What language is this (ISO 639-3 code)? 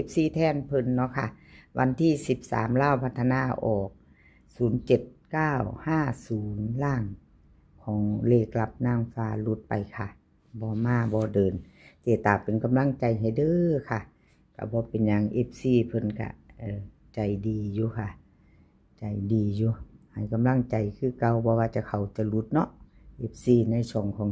tts